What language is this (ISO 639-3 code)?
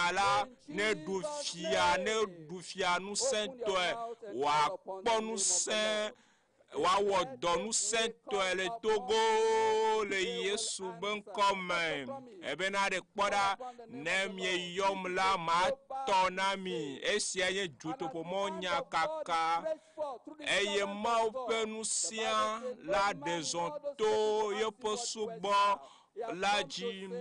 ewe